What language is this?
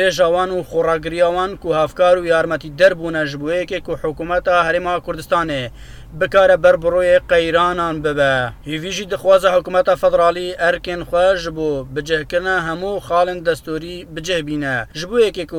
Kurdish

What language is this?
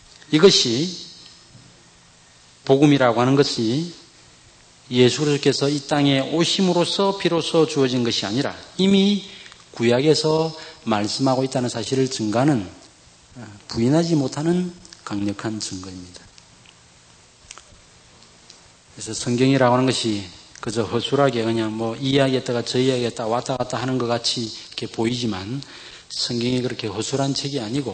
Korean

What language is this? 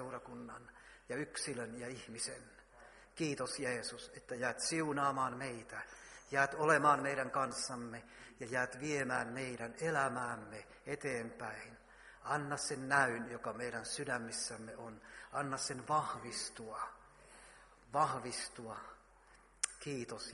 Finnish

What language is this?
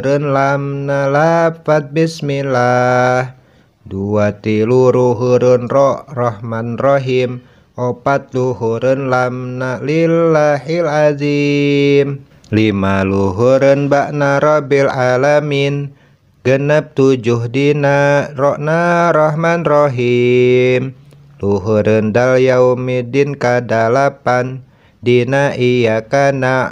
Sundanese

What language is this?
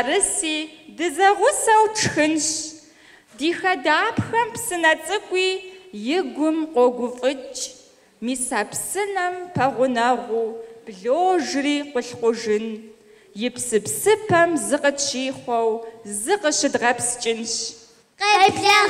Kabardian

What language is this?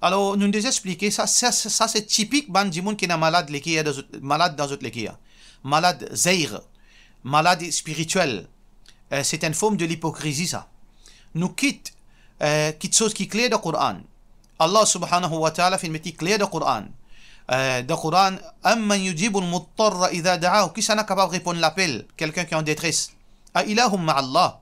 Morisyen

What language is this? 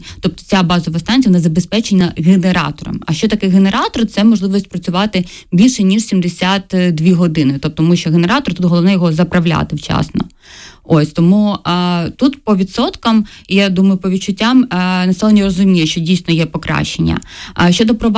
Ukrainian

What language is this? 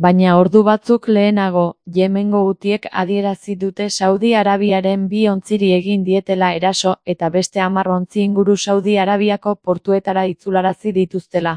Basque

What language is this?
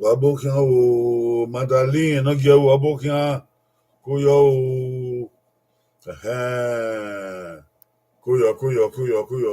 Bini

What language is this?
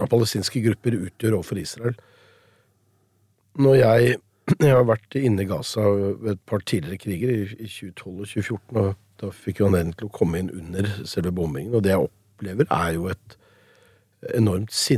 Norwegian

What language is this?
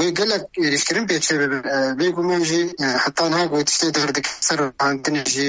Kurdish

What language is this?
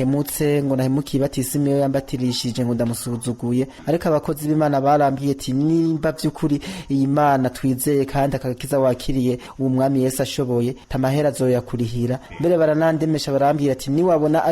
Rundi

